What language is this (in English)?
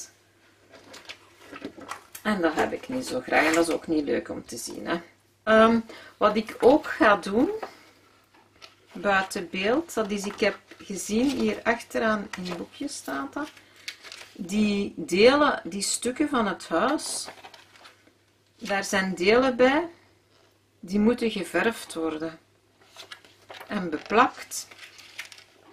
Dutch